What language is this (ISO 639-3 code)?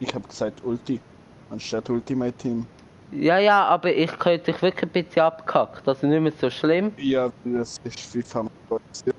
gsw